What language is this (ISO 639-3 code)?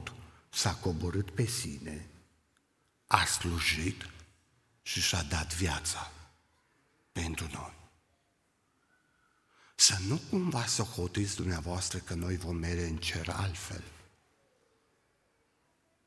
ron